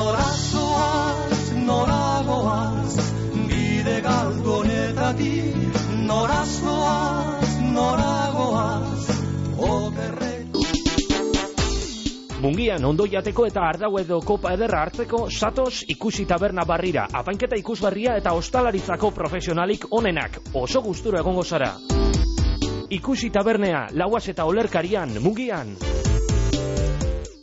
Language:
Basque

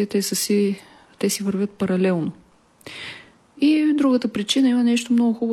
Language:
Bulgarian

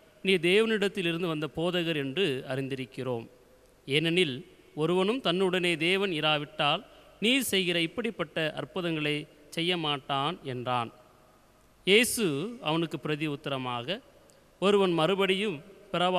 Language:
Tamil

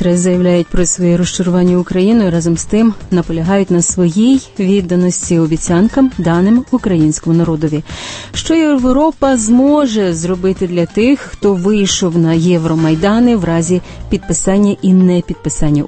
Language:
Ukrainian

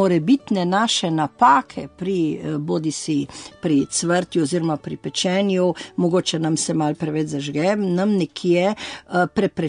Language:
Slovenian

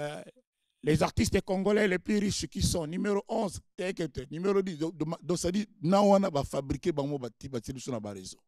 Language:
Lingala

